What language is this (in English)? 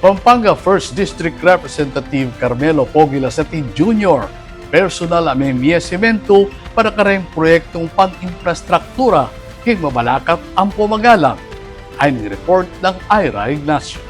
Pampanga